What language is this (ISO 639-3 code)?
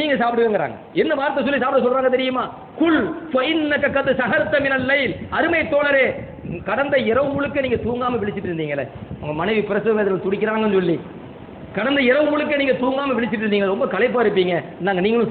tam